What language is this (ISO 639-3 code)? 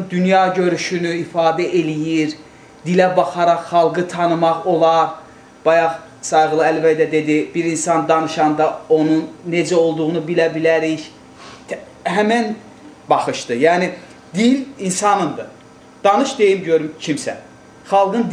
aze